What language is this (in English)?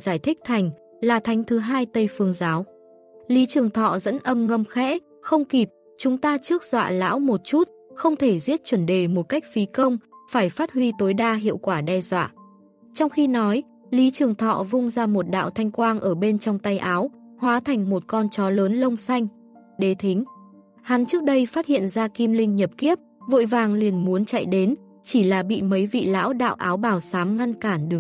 Vietnamese